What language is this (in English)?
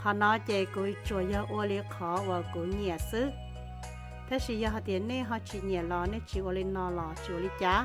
Hmong